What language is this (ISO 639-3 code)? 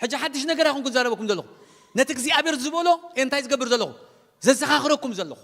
tir